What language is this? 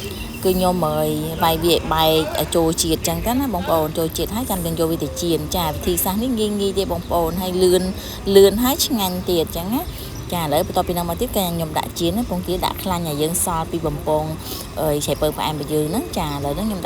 Khmer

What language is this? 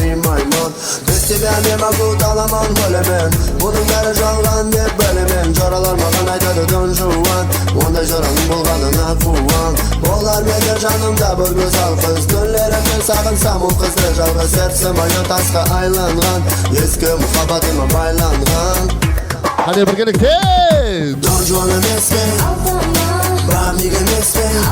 Kara-Kalpak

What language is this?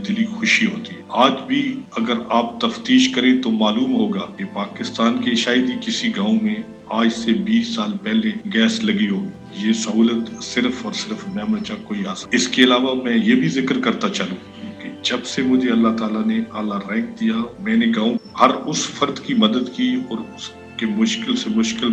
Urdu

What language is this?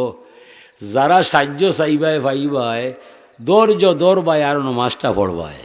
Sylheti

